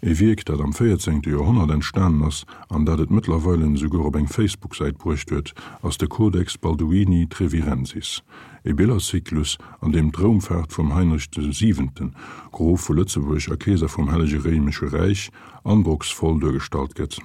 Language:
Luxembourgish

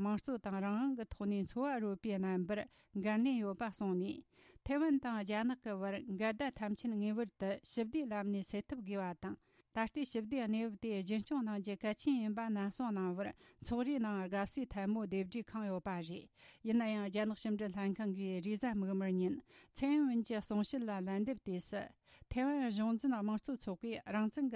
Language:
Tibetan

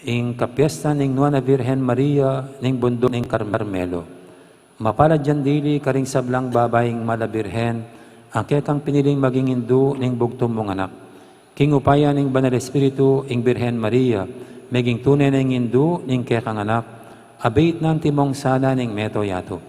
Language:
Pampanga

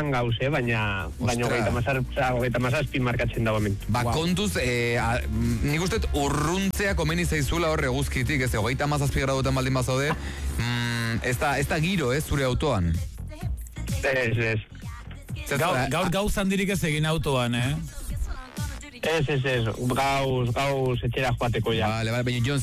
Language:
Basque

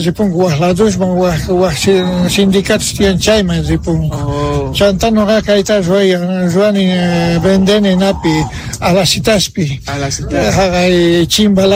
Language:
South Bolivian Quechua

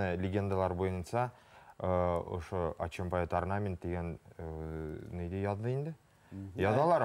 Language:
Bashkir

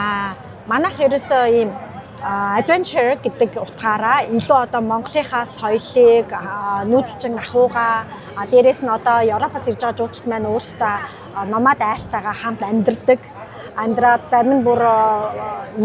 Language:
Mongolian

